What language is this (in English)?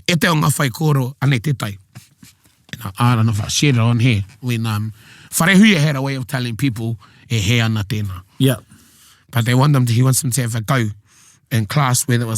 Māori